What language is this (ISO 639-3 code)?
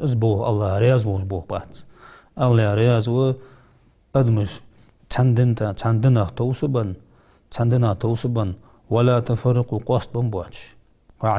inh